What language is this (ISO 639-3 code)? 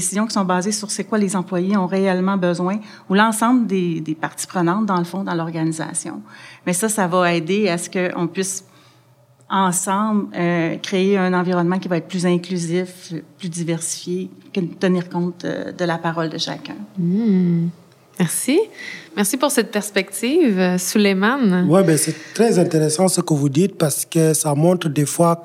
fra